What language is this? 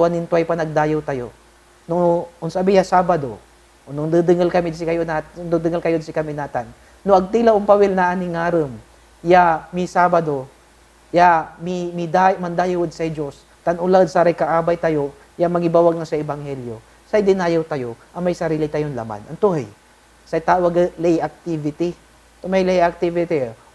Pangasinan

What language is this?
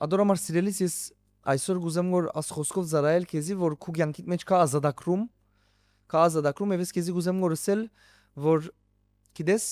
Western Armenian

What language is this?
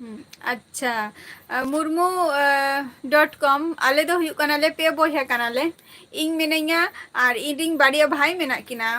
Santali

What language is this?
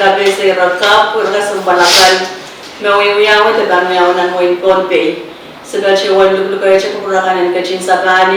Pohnpeian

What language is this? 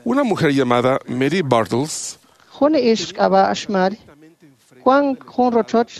Kekchí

